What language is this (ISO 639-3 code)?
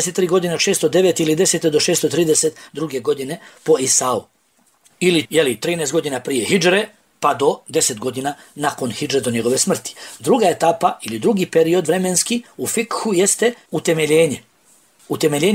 bos